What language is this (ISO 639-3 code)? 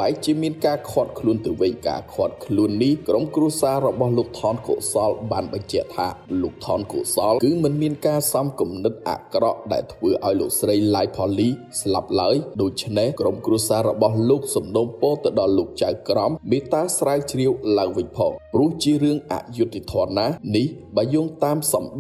khm